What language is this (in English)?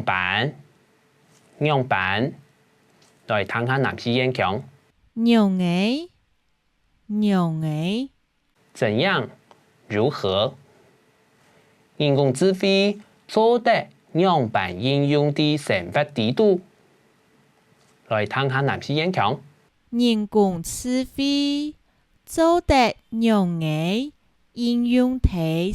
Hakka Chinese